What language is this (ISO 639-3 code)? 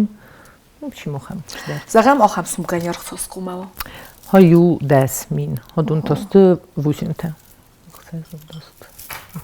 oss